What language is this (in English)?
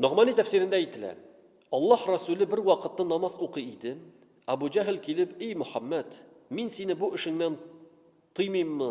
Tatar